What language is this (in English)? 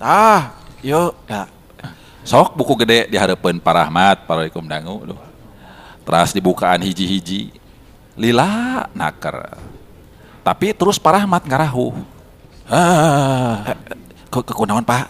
Sundanese